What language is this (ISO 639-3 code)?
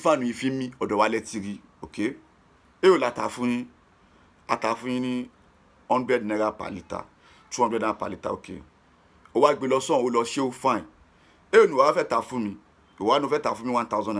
yor